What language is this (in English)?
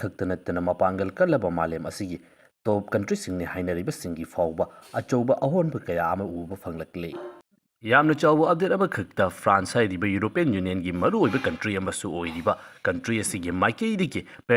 Manipuri